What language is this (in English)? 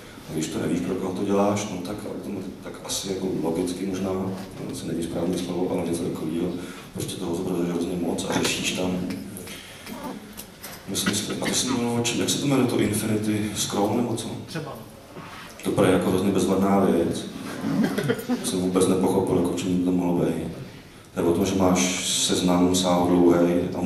Czech